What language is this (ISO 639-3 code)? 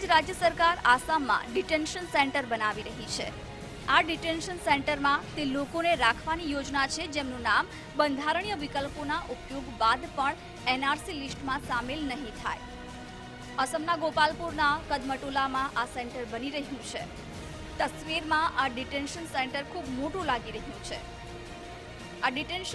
guj